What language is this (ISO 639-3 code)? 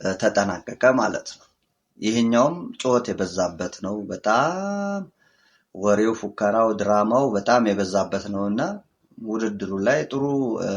amh